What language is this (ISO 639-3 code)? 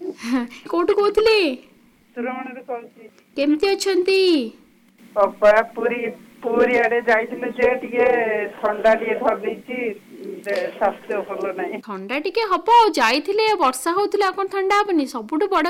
ori